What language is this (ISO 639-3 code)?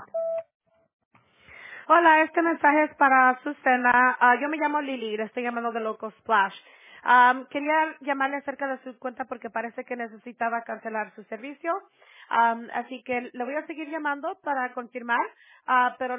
spa